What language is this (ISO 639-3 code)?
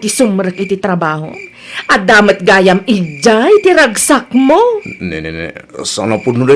ilo